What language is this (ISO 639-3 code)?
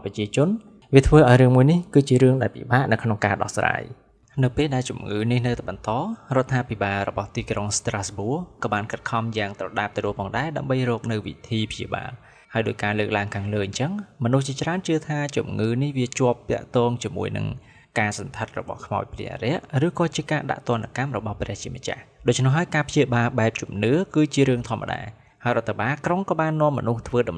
khm